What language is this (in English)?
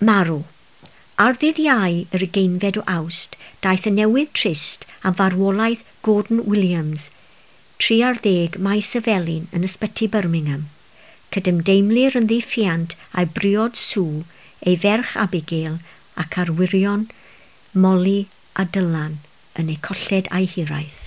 Welsh